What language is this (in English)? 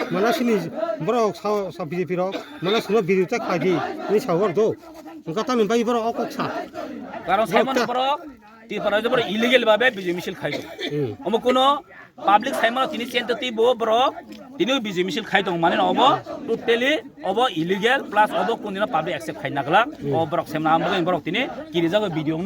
Kok Borok